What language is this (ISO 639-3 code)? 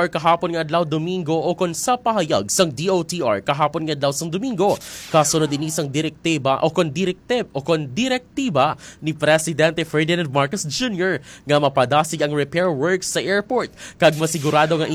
hil